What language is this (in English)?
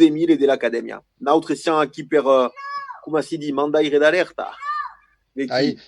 Occitan